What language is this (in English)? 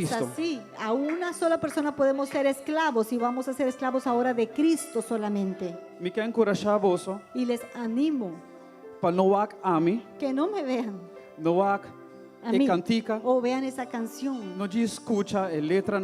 Papiamento